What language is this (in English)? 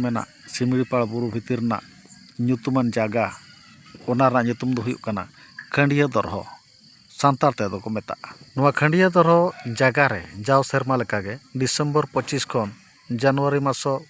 Santali